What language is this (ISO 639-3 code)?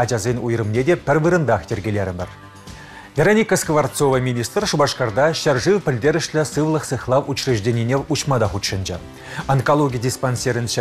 chv